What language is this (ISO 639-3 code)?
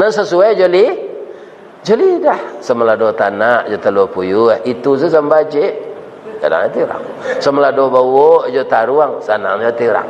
min